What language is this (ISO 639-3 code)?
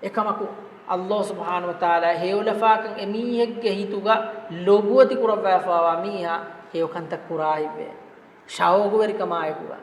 div